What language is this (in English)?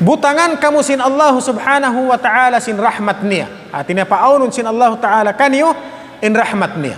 Tausug